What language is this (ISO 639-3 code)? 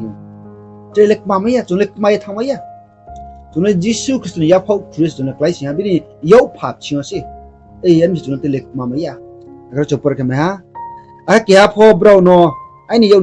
ria